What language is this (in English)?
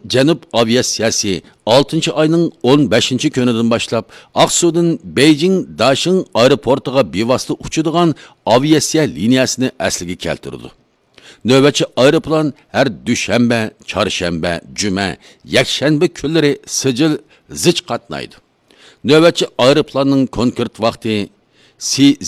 Uyghur